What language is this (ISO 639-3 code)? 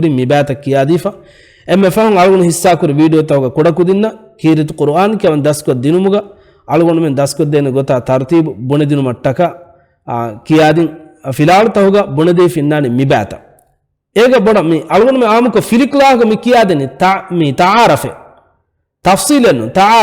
div